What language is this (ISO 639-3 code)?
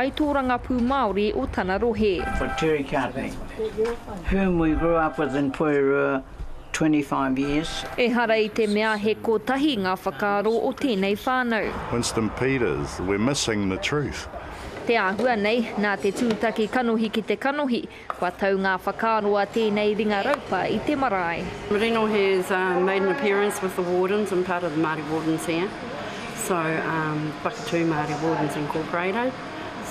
mri